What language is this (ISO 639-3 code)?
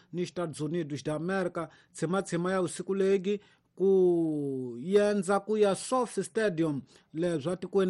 tso